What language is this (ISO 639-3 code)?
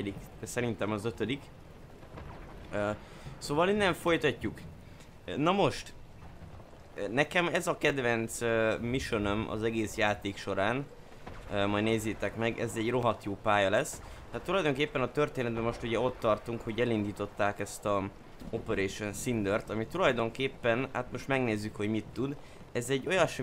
hun